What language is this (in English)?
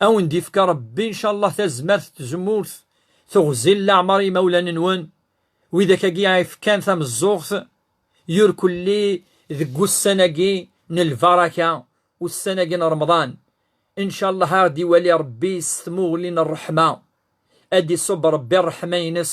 Kabyle